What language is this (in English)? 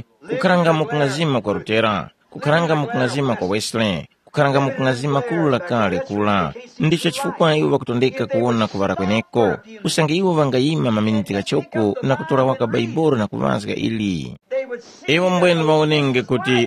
Tumbuka